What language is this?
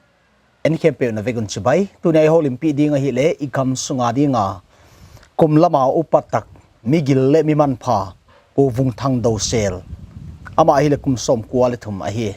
Paite Chin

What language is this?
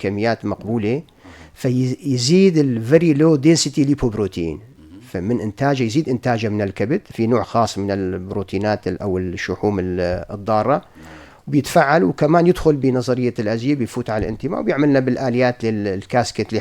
North Levantine Arabic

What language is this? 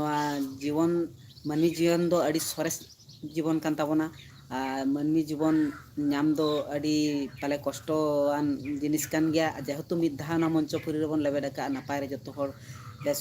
Santali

